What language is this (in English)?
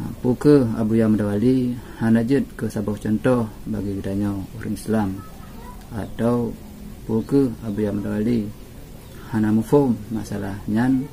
Achinese